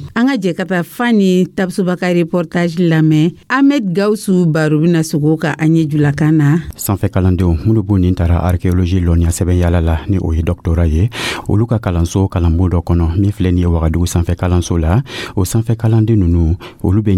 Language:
Dyula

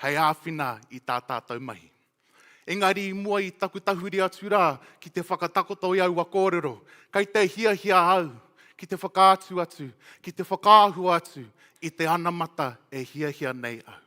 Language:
Māori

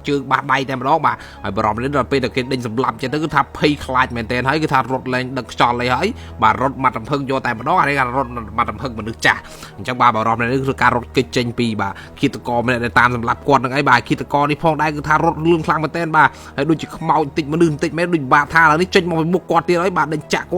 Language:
Khmer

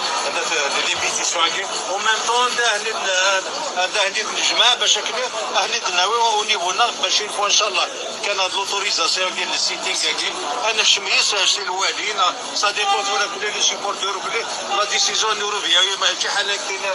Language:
Kabyle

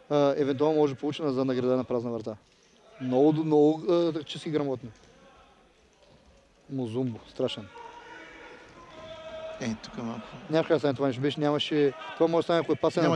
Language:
Bulgarian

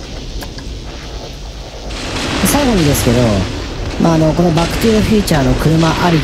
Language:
Japanese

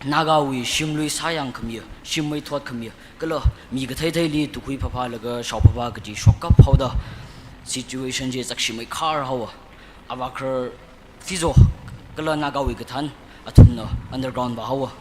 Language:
Tangkhul Naga (India)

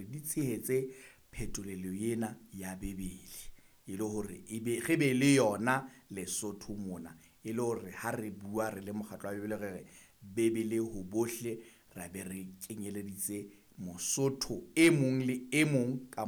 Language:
Southern Sotho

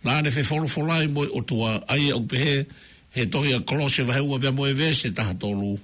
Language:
Tongan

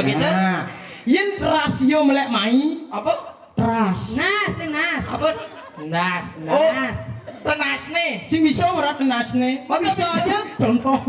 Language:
Balinese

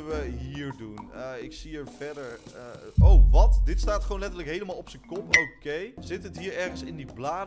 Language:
Dutch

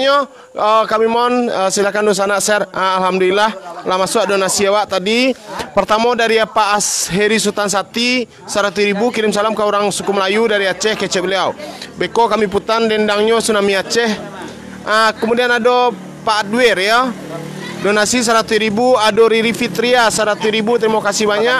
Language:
Minangkabau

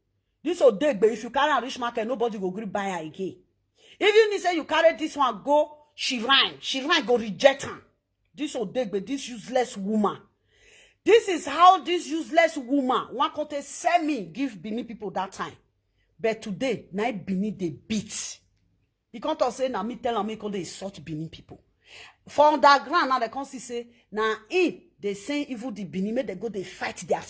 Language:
Nigerian Pidgin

